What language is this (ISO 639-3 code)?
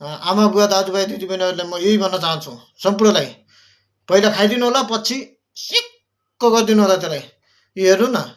nep